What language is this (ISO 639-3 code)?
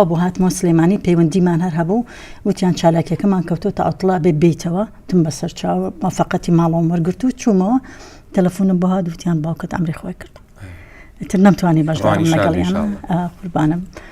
ckb